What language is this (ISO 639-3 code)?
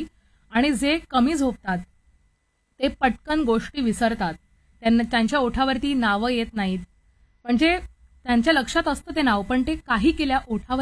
mar